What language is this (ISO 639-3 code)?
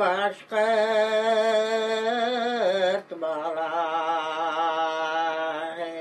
bak